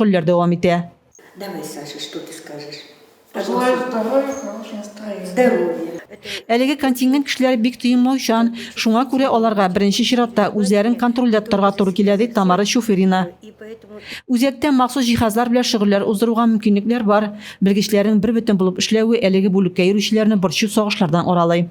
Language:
Tatar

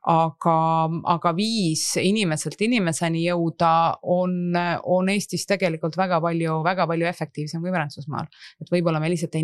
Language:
Estonian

